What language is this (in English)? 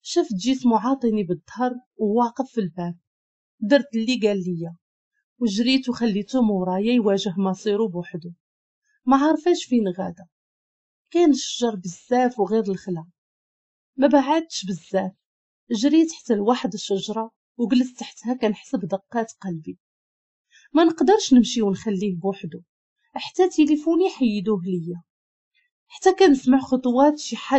Moroccan Arabic